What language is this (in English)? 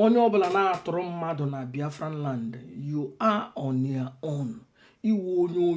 Igbo